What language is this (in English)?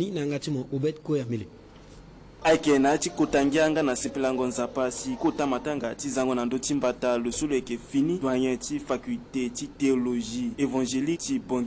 Sango